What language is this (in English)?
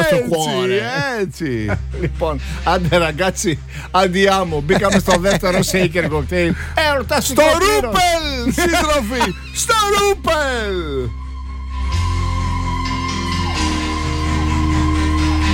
Greek